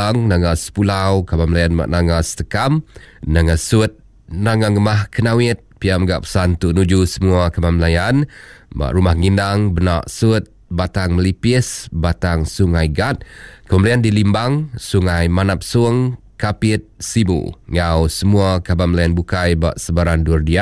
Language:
Iban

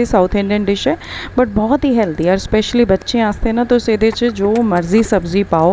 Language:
Dogri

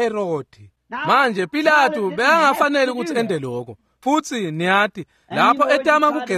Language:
Swati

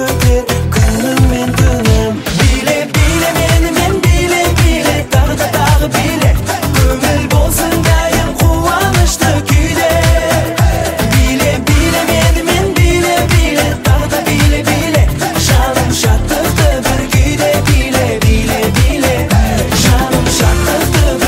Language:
Kazakh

